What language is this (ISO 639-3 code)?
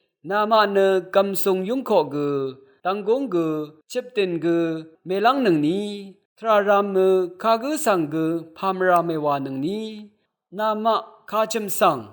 raw